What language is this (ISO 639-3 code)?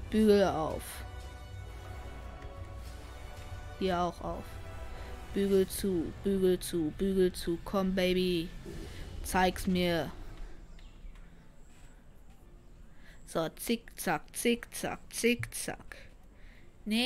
deu